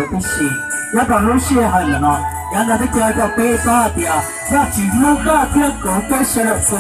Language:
Hmong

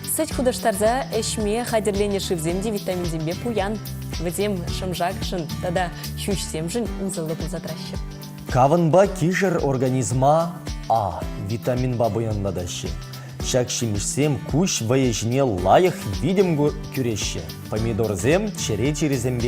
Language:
Chuvash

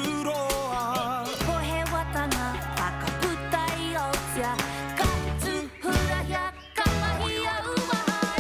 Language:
Māori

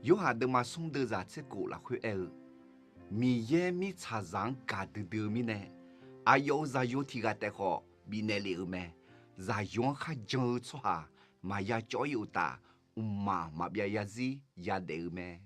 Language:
Akha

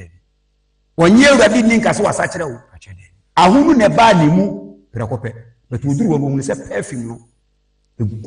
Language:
Akan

